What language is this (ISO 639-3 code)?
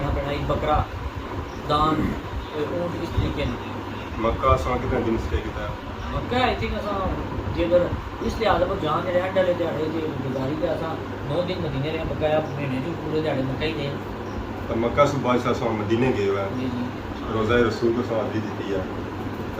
phr